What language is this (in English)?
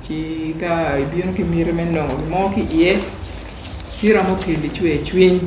Acoli